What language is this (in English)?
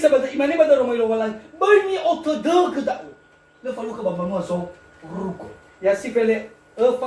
Nias